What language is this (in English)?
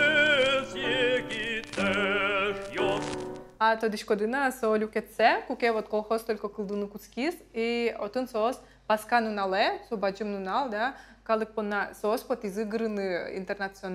Udmurt